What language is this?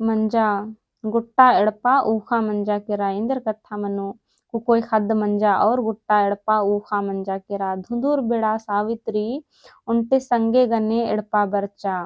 Kurukh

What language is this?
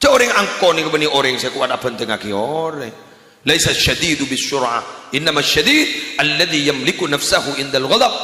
Madurese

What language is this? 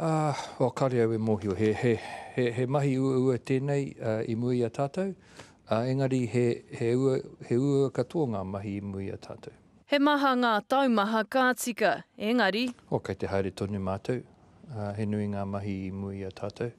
Māori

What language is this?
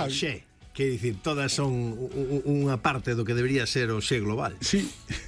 Galician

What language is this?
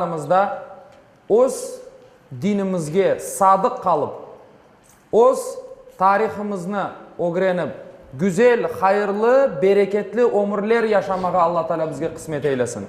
Crimean Tatar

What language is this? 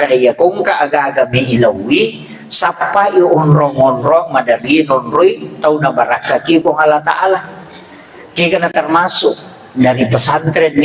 Buginese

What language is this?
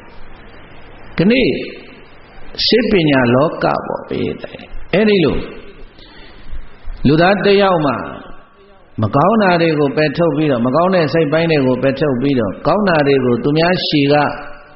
Burmese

